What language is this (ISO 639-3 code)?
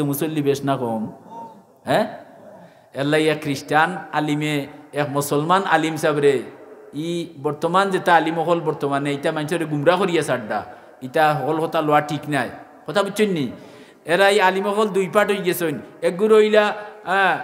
syl